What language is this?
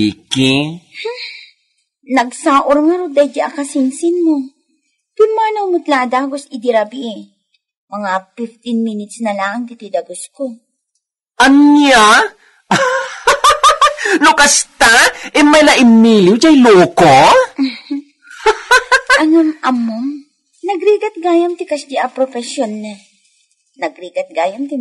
Iloko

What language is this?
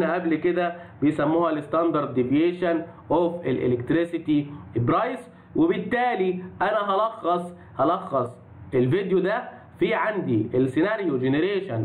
Egyptian Arabic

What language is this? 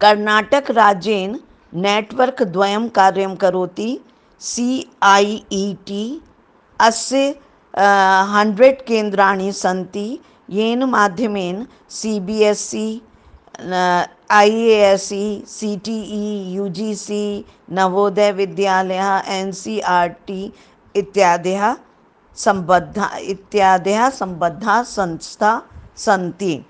Sanskrit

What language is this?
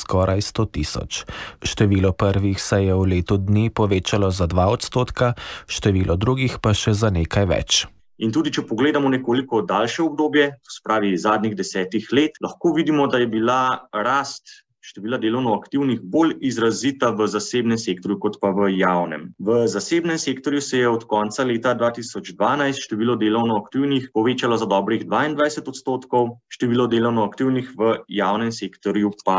Slovenian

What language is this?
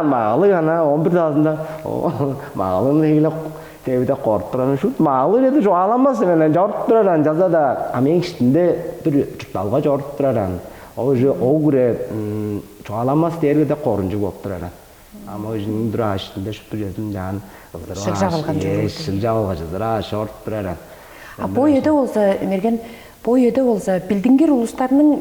Tuvinian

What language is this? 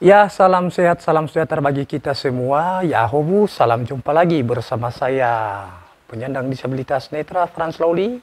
Nias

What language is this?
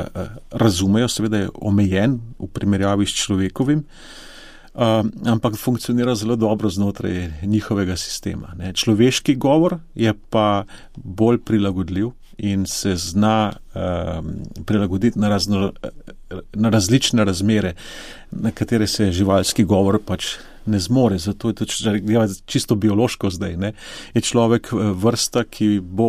Slovenian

